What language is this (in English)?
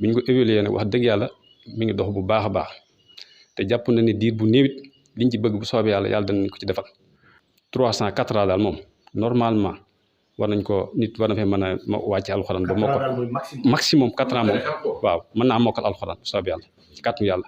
Wolof